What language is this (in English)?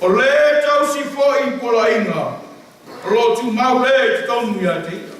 Samoan